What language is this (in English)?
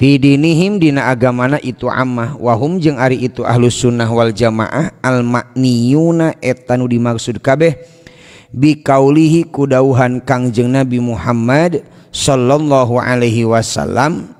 Sundanese